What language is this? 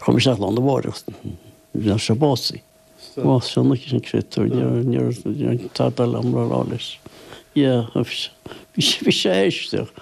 Irish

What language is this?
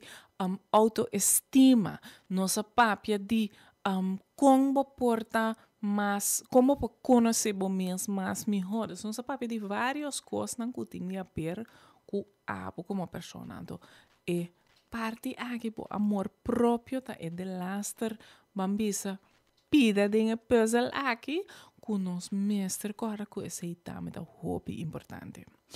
Papiamento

